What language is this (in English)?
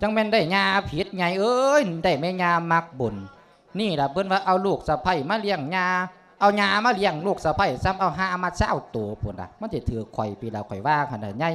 Lao